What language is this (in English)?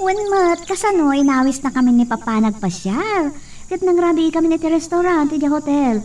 Iloko